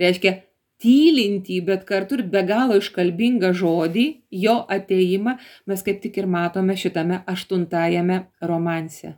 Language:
Lithuanian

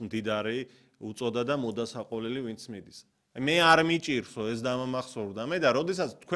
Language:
Georgian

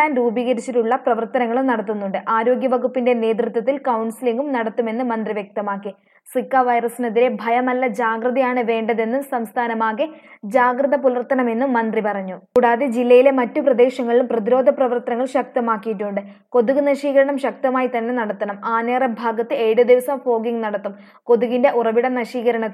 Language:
Malayalam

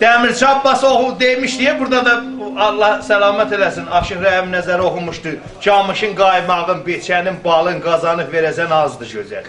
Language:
South Azerbaijani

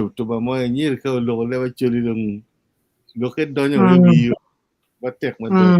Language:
Acoli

